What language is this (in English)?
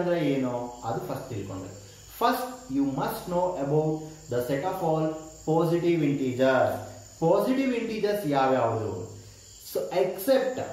Kannada